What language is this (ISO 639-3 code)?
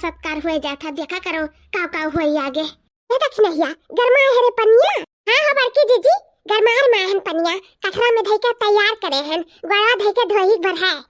awa